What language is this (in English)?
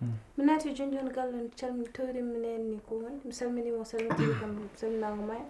Fula